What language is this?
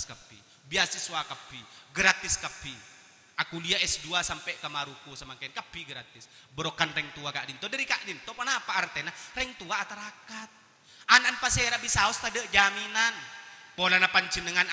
Madurese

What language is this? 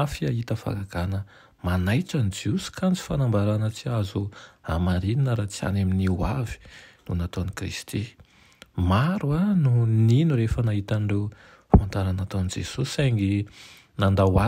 Malagasy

